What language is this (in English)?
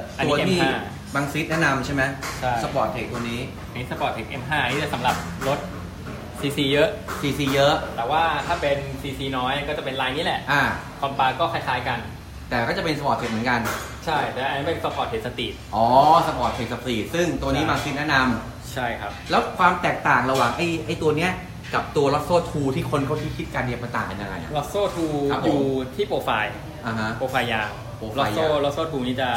Thai